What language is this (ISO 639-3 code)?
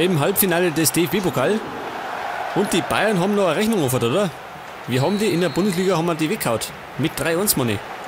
bar